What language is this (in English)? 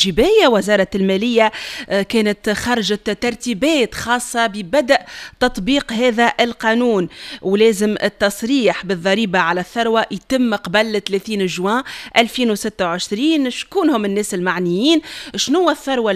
Tunisian Arabic